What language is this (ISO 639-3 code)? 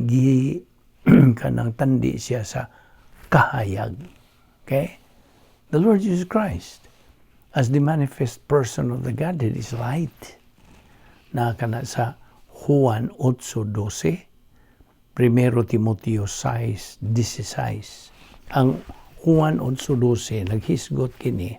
ceb